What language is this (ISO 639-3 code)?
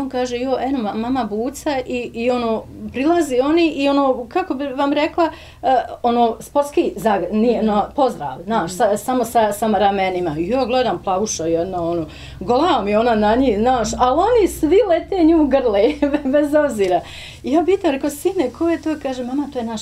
bos